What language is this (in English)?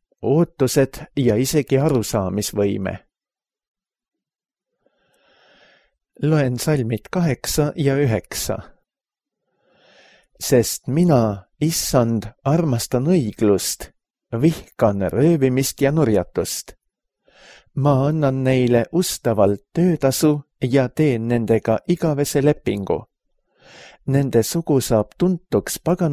Estonian